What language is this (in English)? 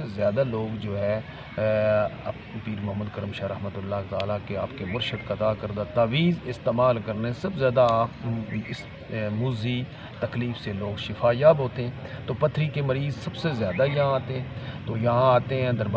Urdu